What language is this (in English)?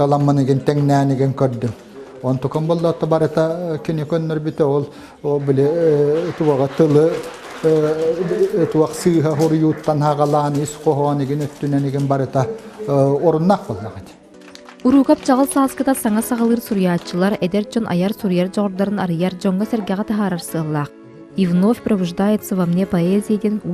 Yakut